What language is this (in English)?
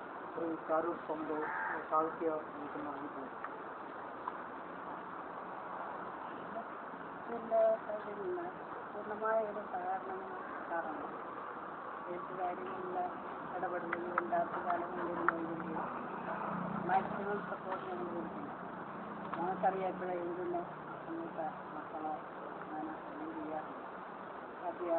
Malayalam